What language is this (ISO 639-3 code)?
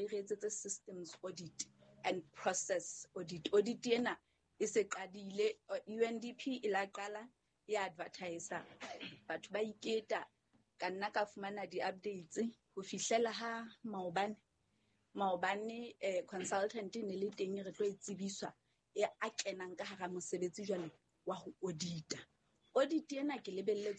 sot